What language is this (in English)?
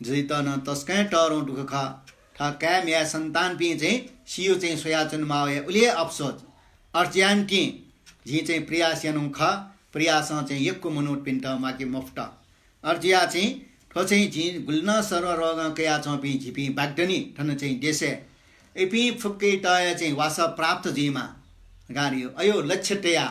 Newari